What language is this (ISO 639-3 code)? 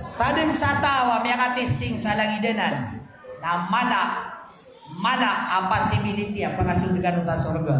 mrw